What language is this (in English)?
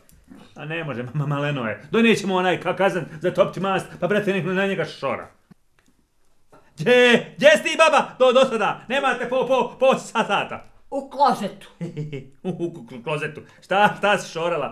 Bosnian